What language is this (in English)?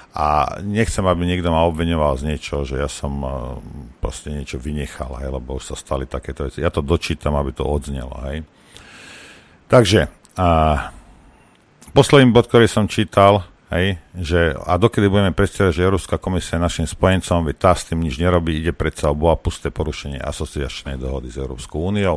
Slovak